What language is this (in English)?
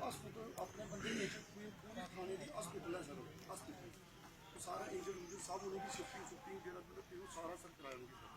Dogri